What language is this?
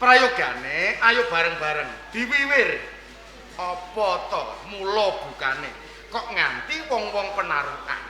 Javanese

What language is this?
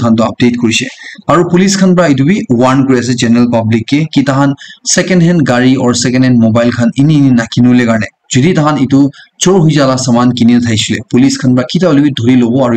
Naga Pidgin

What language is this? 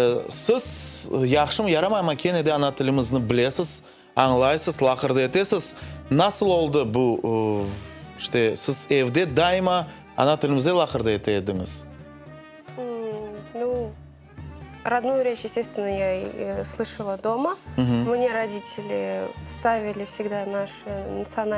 Crimean Tatar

